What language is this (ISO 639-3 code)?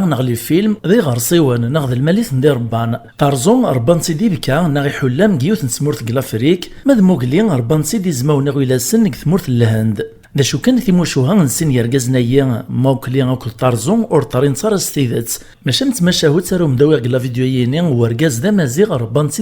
kab